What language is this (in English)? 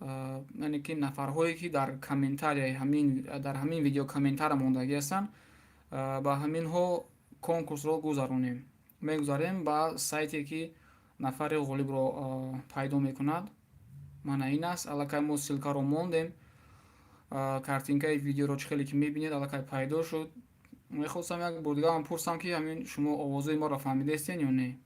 Tajik